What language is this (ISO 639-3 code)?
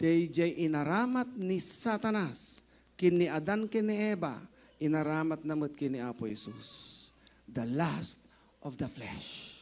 ilo